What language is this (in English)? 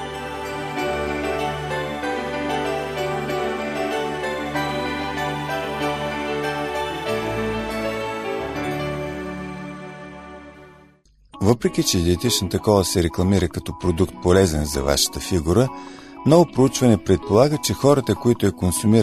Bulgarian